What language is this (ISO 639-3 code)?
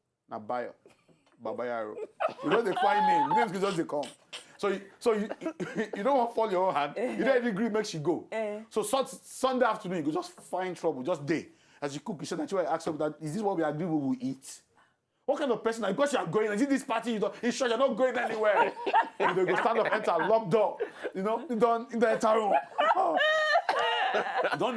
pcm